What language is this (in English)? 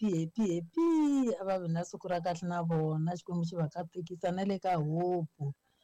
Tsonga